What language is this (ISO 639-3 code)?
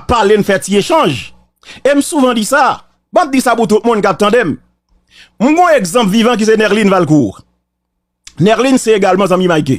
hat